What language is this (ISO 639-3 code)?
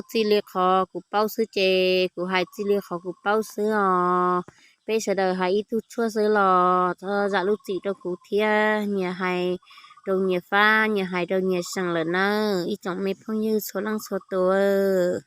hmn